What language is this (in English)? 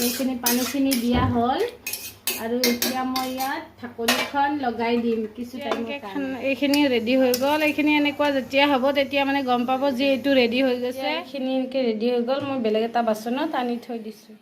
Assamese